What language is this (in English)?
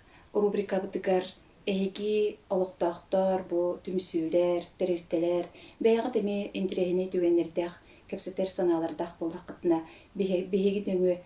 Yakut